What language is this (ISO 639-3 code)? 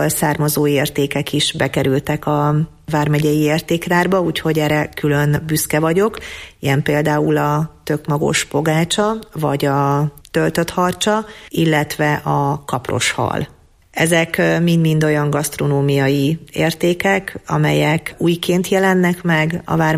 hun